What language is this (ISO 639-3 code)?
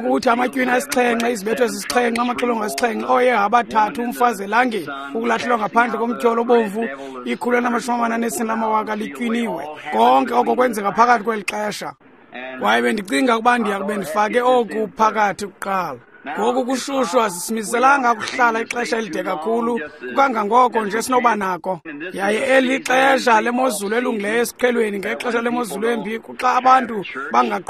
xho